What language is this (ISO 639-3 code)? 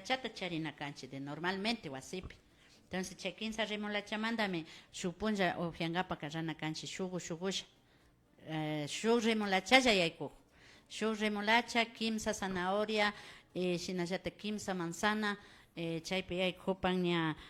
qvi